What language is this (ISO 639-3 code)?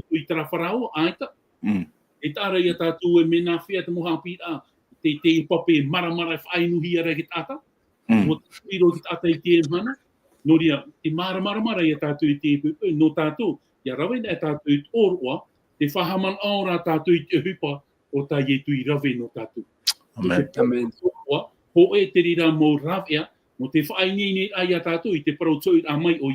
tah